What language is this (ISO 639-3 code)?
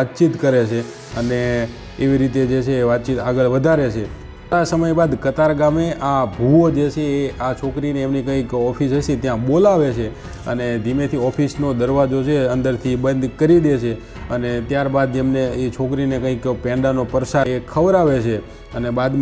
guj